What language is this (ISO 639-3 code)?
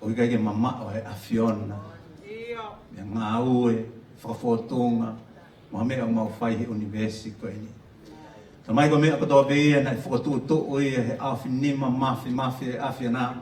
ton